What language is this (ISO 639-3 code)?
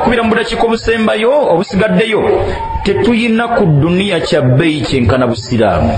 lug